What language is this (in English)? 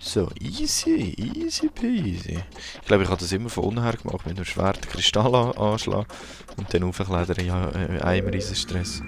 Swiss German